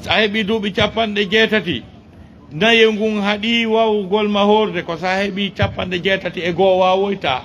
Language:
Fula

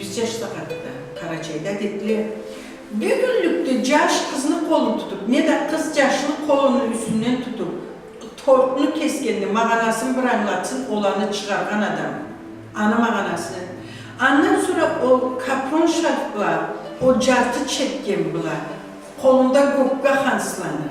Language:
Karachay-Balkar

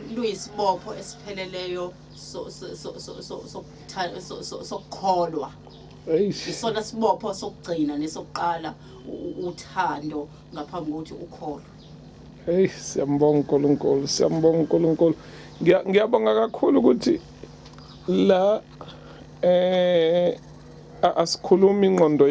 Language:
Zulu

